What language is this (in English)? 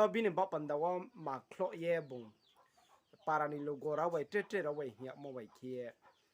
Riang (India)